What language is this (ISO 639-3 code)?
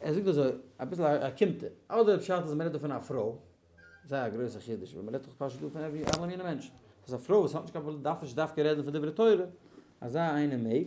yid